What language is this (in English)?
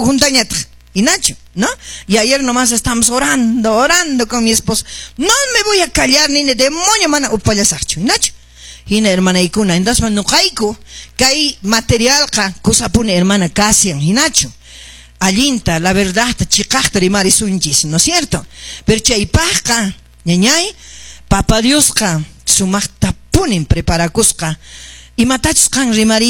Quechua